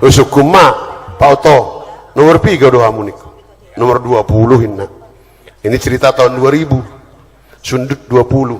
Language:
Batak Toba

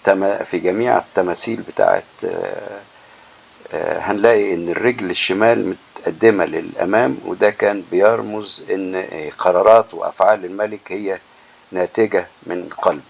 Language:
Egyptian Arabic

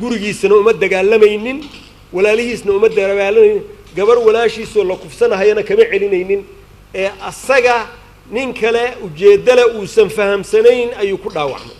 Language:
Somali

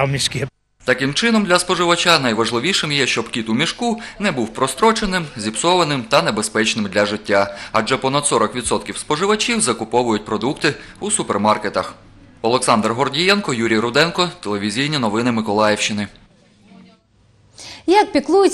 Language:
Ukrainian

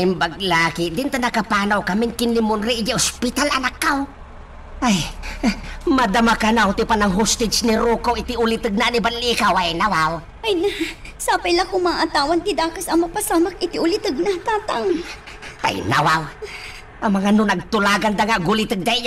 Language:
Iloko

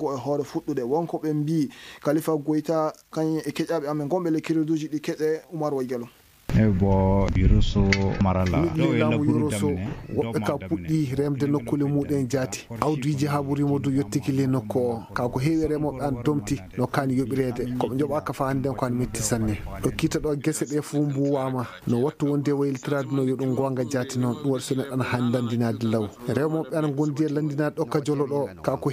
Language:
Fula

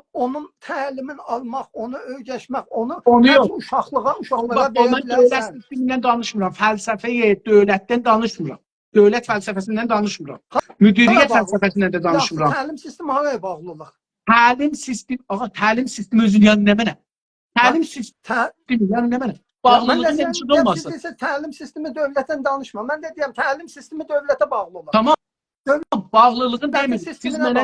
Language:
South Azerbaijani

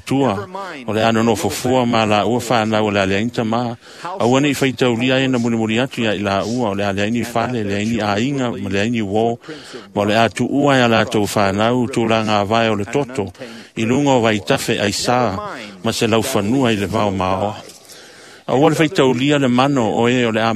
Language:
Samoan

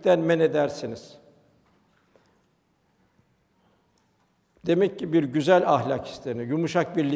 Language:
Turkish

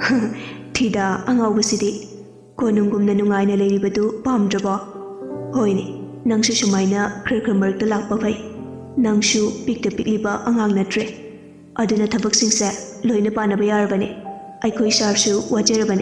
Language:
Manipuri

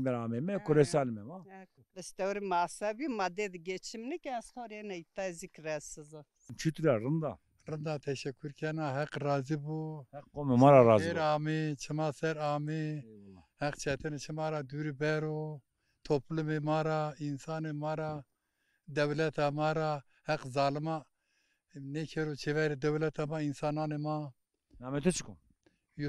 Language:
Zaza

